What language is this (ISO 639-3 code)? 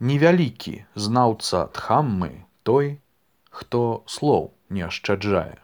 bel